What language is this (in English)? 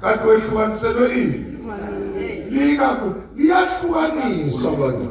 Zulu